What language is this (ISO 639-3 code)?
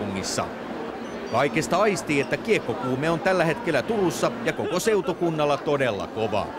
fin